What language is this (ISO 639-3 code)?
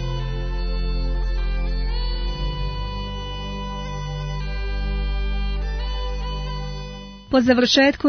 srp